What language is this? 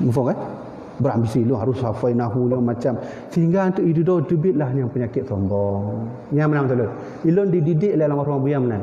Achinese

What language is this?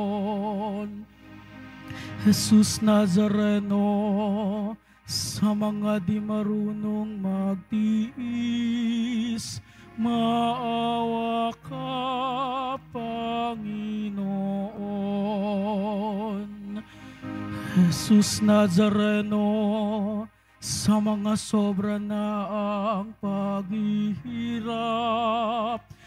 Filipino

